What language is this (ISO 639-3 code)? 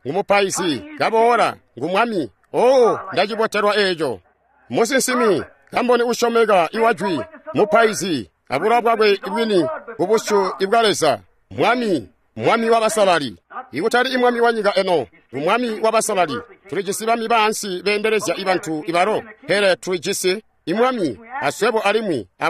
toi